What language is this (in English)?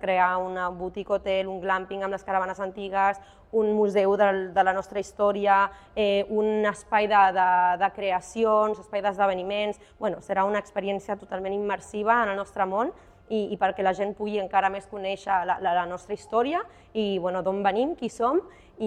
Catalan